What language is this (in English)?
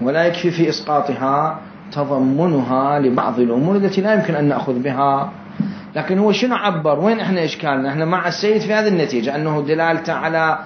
Mesopotamian Arabic